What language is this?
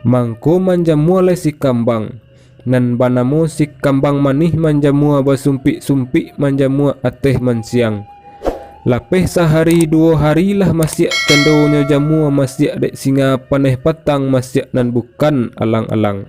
Minangkabau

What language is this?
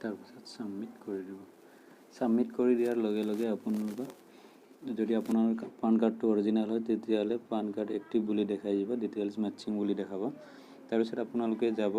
Assamese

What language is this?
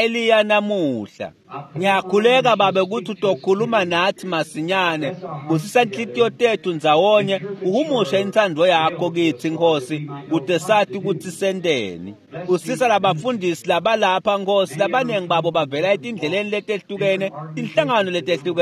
Swati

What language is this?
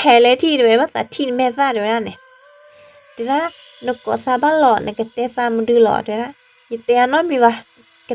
S'gaw Karen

